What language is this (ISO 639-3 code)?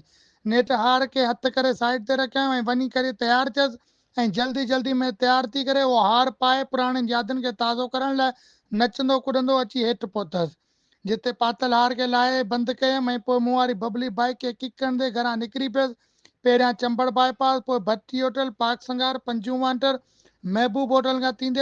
snd